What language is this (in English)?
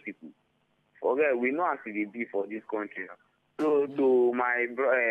Nigerian Pidgin